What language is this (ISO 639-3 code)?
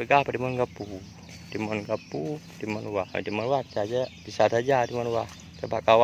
ace